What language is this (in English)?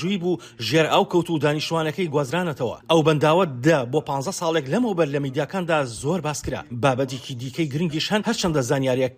Central Kurdish